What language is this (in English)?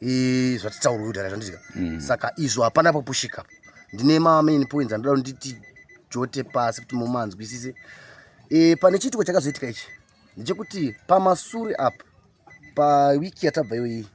Shona